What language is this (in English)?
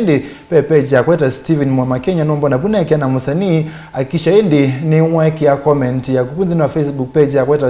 Kamba